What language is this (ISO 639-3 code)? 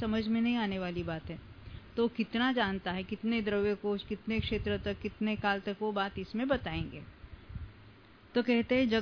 hin